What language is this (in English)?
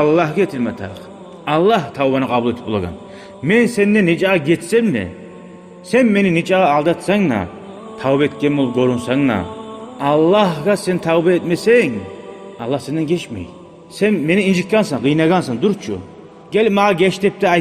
Kumyk